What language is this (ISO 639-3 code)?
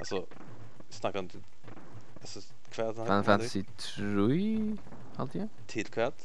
fao